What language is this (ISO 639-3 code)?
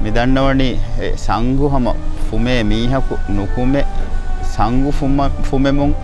div